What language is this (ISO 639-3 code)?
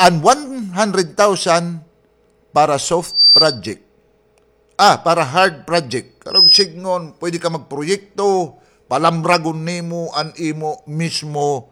war